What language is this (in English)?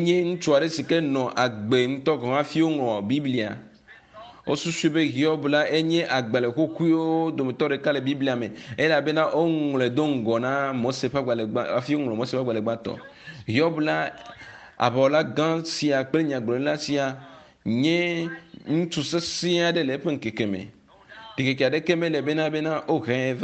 Ewe